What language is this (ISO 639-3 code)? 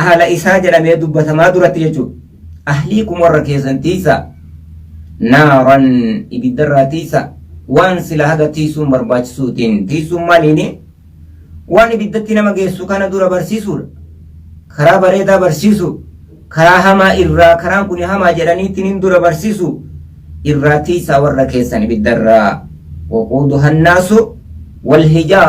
orm